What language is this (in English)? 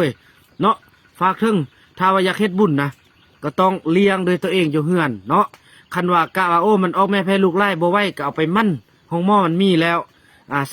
Lao